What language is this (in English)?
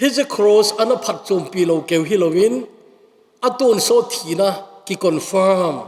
Thado Chin